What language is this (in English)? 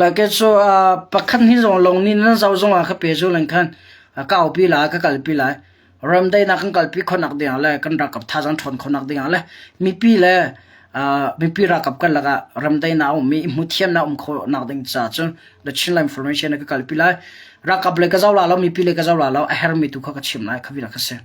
Hakha Chin